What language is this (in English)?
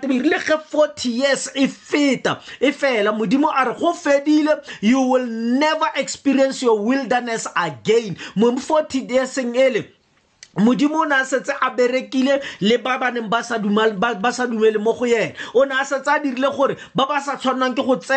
Tswana